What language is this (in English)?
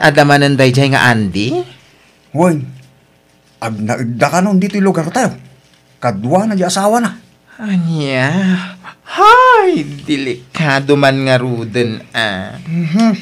Iloko